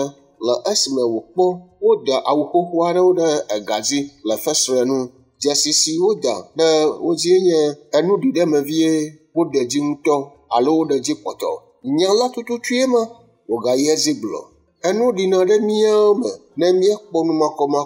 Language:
Ewe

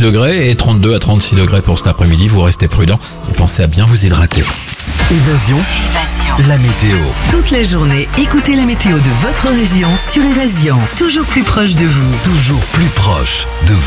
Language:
French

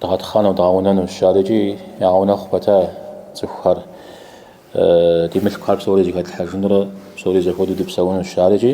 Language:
Kabardian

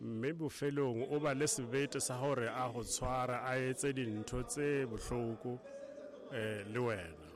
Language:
Southern Sotho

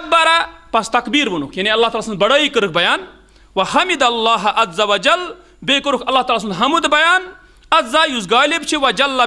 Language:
Kashmiri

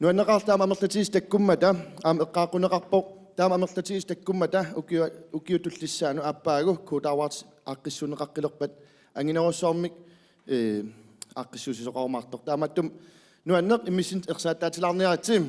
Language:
Kalaallisut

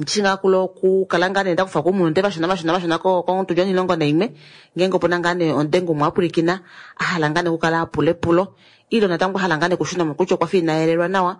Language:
Kuanyama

